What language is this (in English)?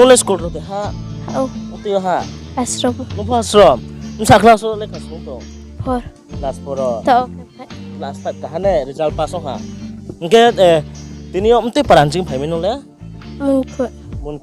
Riang (India)